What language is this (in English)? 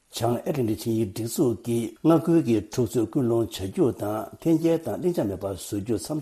Tibetan